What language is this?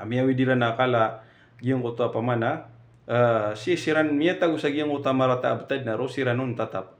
Maranao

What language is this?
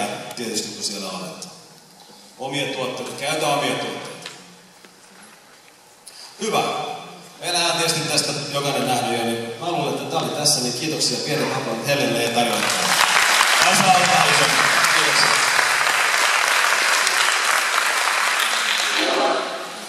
Finnish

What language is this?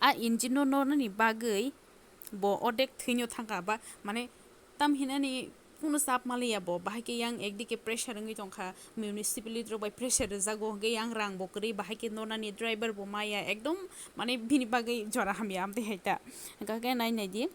Kok Borok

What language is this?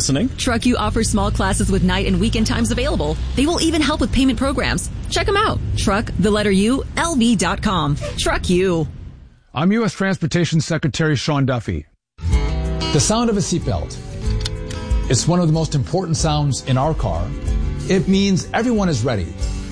English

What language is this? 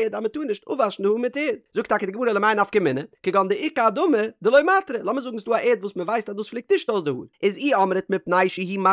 Yiddish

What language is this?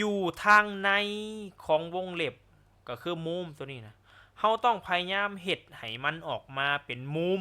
Lao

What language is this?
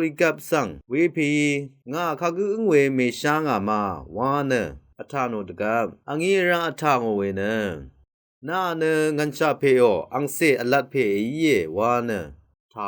Rawang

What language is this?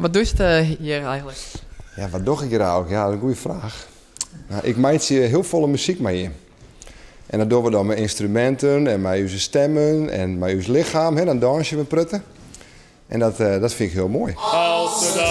Western Frisian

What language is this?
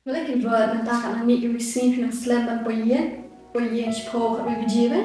Khasi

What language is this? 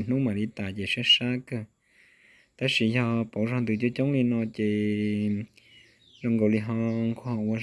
Hmong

